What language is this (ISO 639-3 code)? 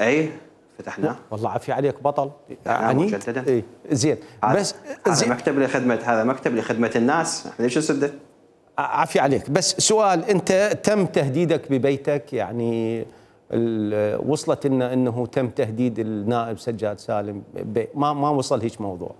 acm